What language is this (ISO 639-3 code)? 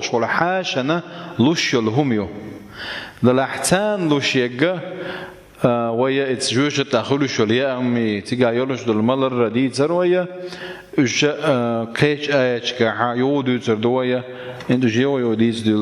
che